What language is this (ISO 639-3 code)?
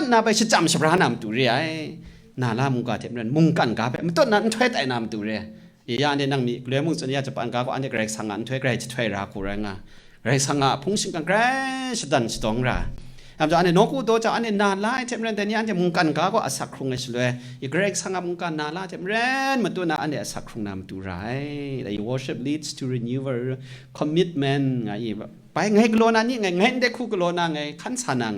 kac